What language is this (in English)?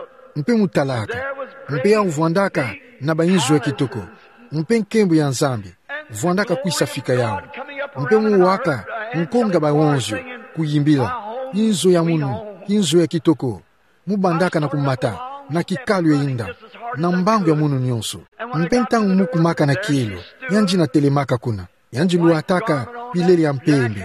Kituba (Democratic Republic of Congo)